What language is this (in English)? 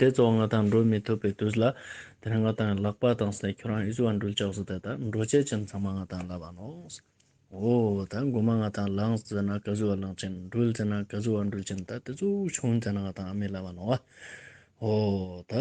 Ladakhi